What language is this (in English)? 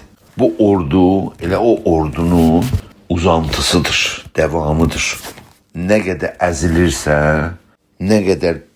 South Azerbaijani